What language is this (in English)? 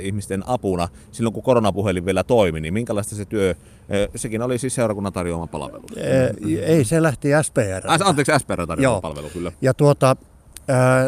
Finnish